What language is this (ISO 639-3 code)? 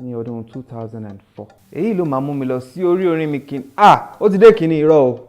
yor